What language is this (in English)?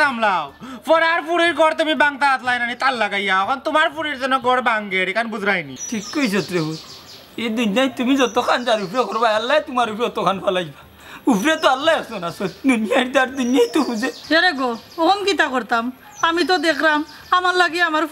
Sylheti